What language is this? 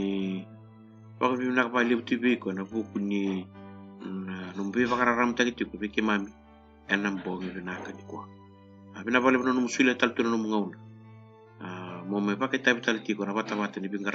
Fijian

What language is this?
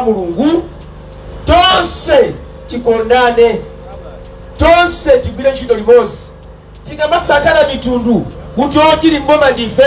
Nyanja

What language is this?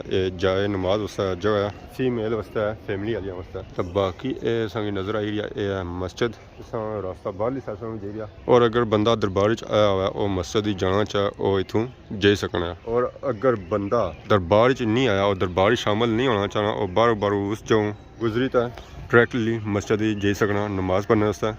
Pahari-Potwari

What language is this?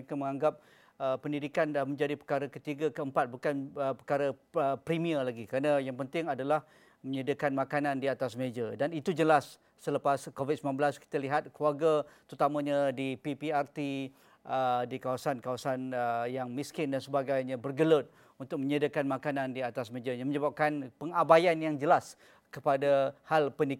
Malay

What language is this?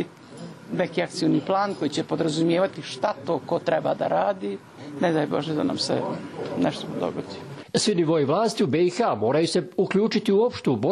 Bosnian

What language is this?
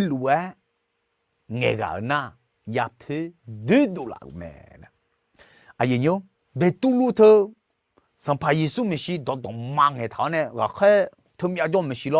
Akha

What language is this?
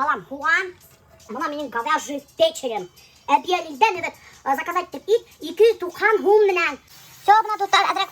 Bashkir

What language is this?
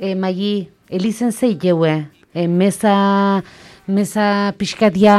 Basque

